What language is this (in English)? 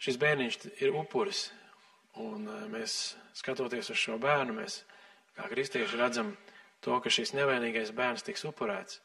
Latvian